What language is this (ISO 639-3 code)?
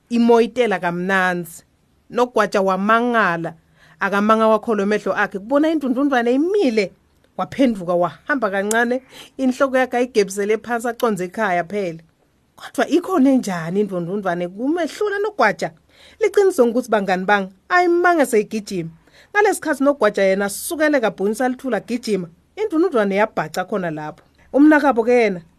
ssw